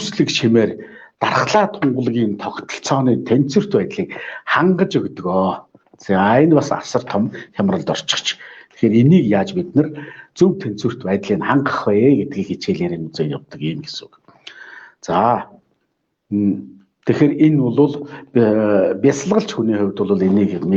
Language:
Mongolian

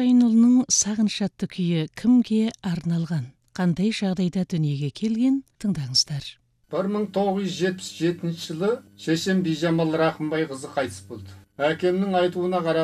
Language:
Kazakh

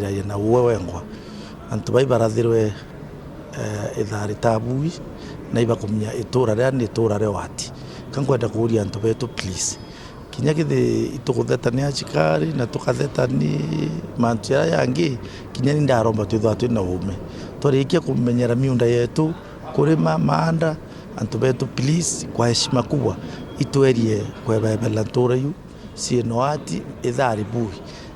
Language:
Meru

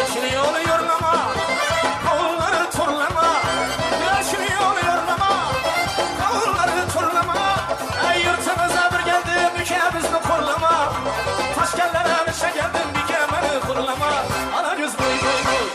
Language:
Kara-Kalpak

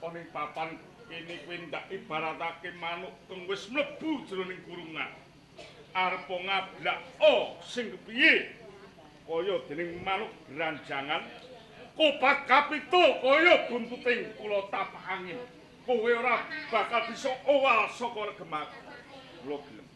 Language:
Javanese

